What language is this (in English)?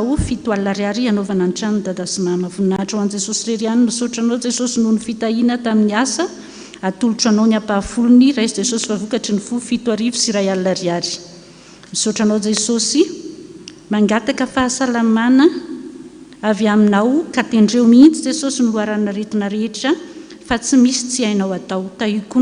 Malagasy